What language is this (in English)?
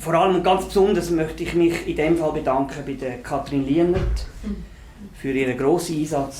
Swiss German